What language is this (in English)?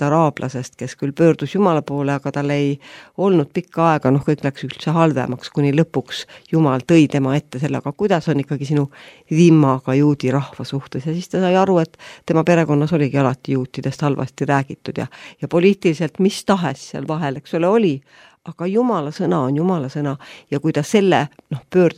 Estonian